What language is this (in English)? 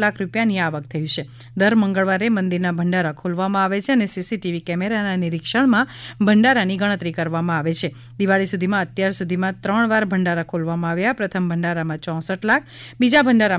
Gujarati